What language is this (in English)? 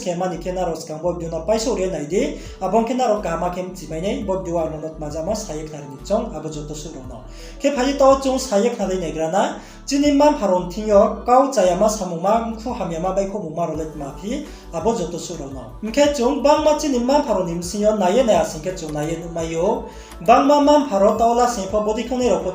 Riang (India)